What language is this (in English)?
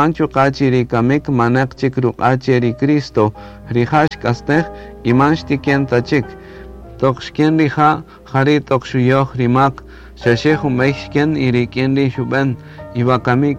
Kaqchikel